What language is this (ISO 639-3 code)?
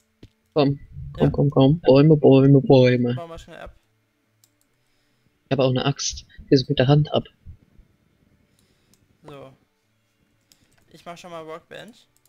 deu